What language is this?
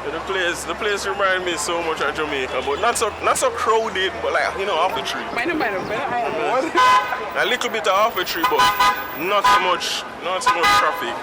Jamaican Creole English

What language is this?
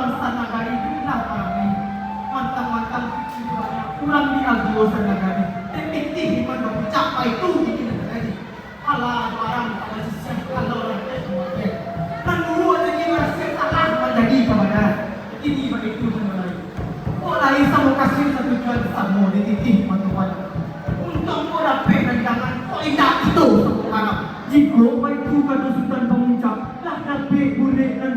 Minangkabau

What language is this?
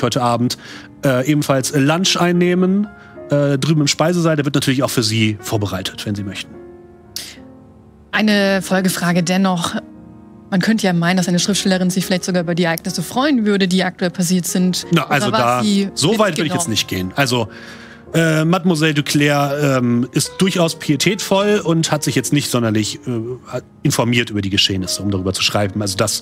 German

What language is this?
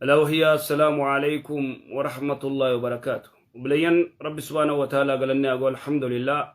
Oromo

